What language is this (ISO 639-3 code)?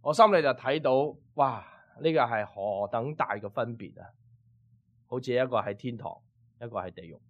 yue